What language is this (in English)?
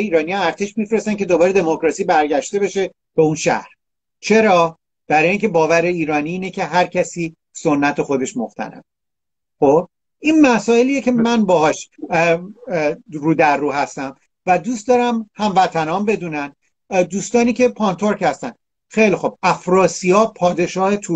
Persian